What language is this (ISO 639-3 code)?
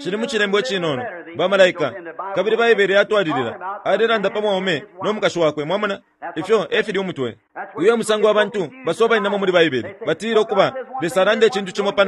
bem